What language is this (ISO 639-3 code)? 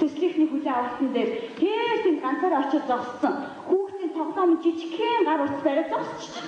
mon